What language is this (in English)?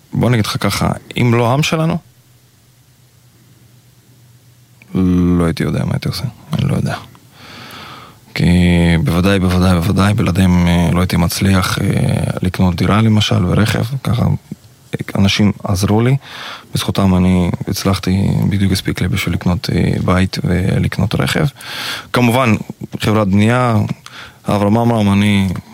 Hebrew